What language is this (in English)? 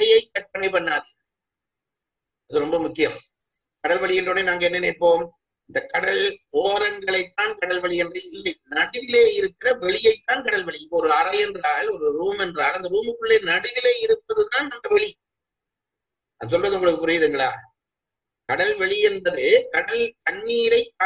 Tamil